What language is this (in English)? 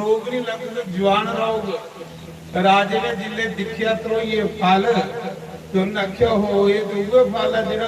Dogri